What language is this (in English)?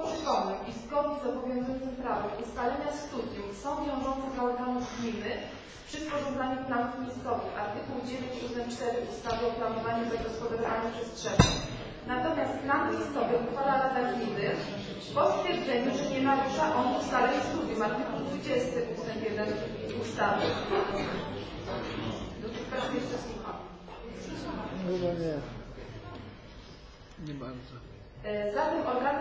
Polish